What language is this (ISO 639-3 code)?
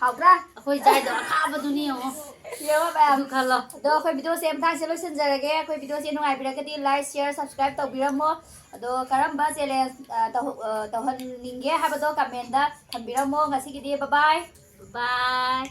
mni